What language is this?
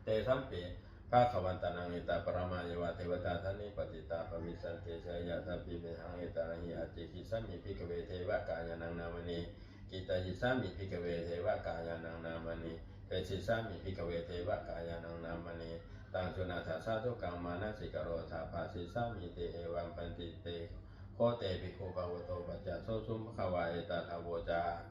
Pali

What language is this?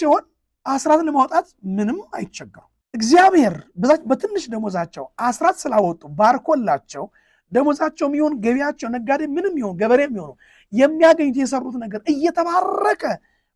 Amharic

